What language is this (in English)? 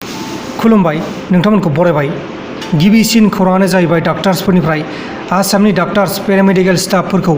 Bodo